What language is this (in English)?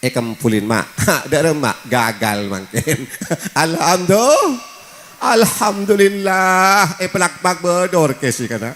Madurese